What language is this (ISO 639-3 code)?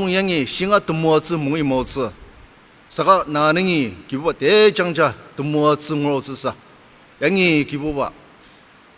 njo